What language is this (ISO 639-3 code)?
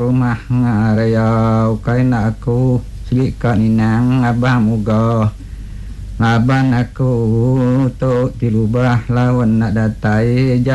iba